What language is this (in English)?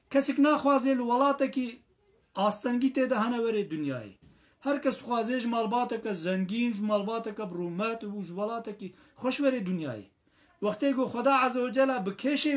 Kurdish